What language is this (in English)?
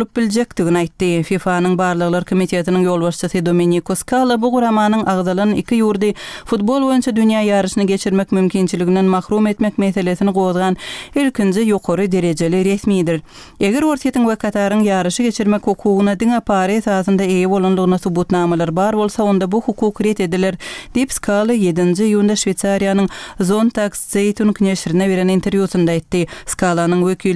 Turkmen